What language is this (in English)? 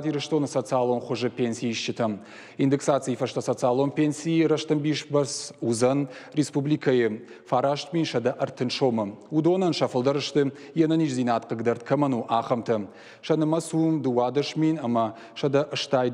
Ossetic